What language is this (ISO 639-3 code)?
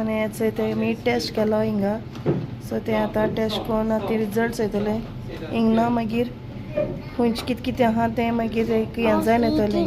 kok